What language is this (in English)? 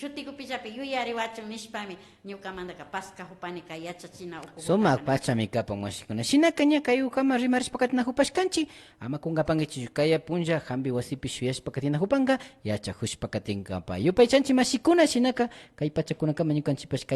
Imbabura Highland Quichua